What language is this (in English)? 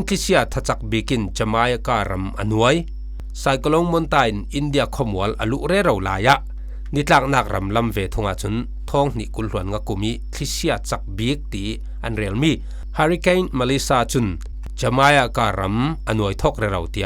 Falam Chin